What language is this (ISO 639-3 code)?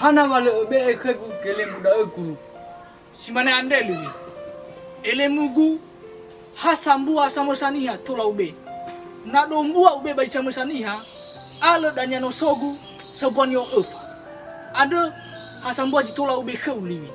nia